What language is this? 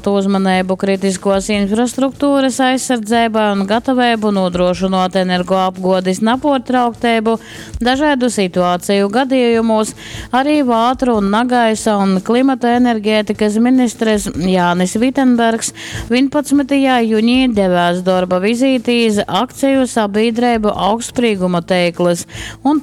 Latgalian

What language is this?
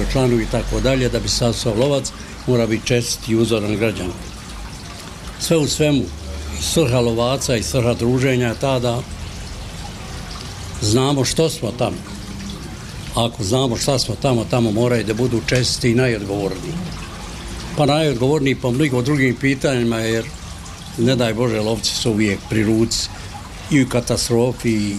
Bosnian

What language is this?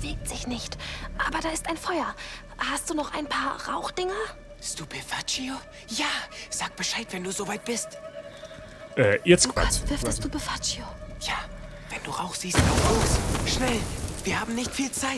Bavarian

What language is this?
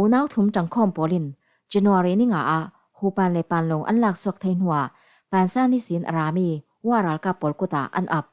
Falam Chin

